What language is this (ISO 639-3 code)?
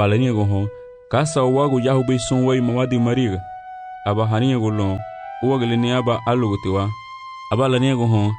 cab